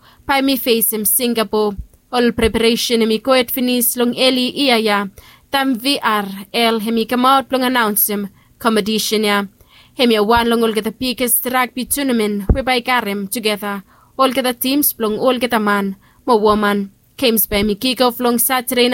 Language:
Bislama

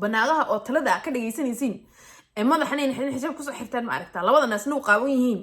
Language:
Somali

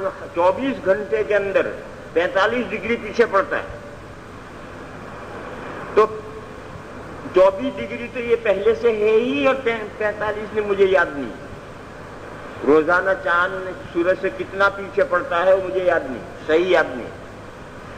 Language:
Urdu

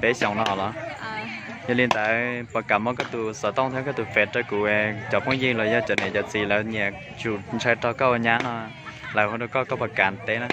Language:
Hmong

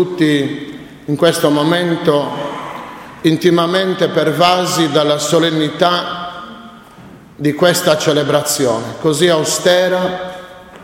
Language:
Italian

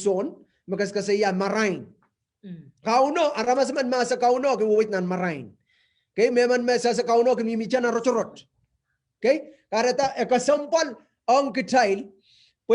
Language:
Pohnpeian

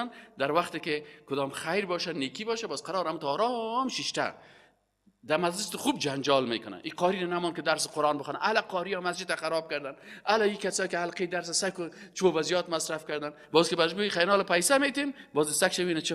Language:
Persian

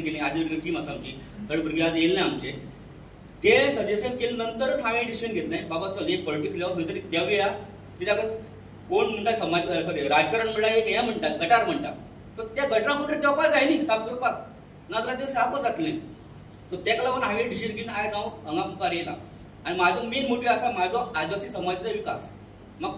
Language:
Konkani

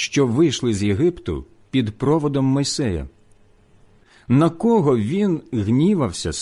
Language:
Ukrainian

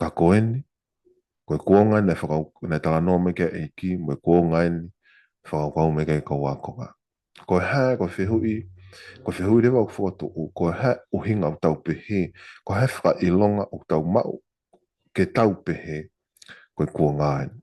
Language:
Tongan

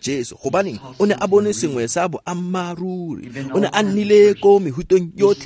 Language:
Tswana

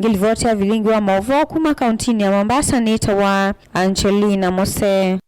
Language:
Kamba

